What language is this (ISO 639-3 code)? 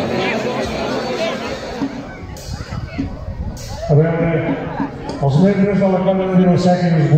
cat